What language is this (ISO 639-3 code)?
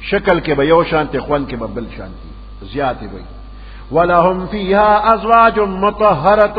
pus